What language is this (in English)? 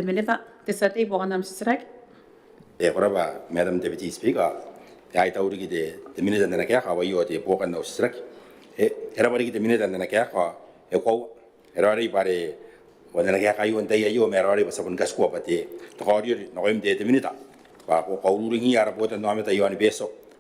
Gilbertese